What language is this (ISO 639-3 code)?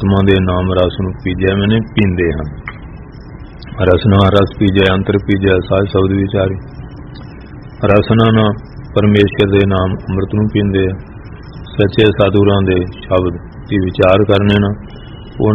pan